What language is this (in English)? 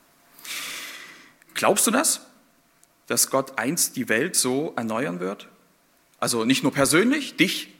German